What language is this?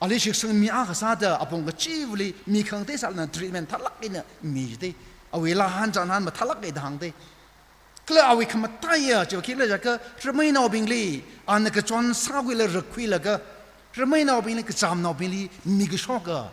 Tangkhul Naga (India)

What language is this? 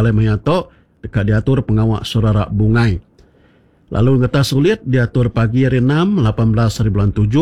Iban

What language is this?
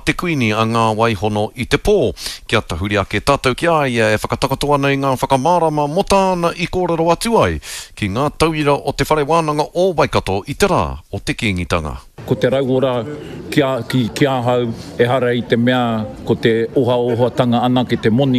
Māori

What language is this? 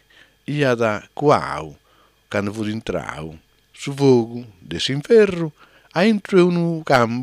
Sardinian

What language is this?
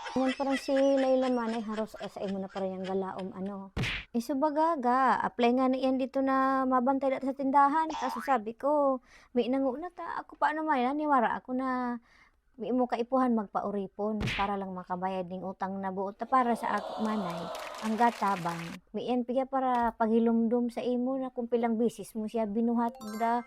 Bikol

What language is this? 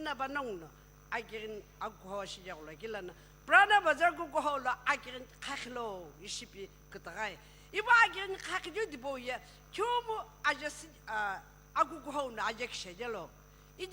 Sumi Naga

